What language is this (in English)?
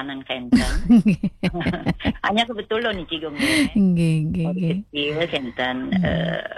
Balinese